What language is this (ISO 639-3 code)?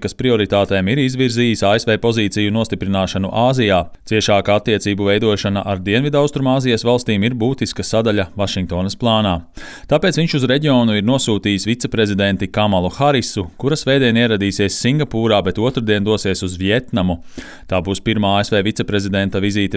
lav